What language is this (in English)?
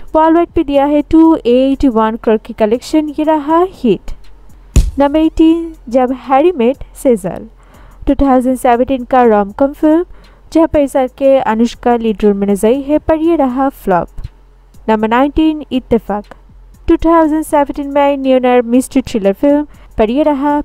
Hindi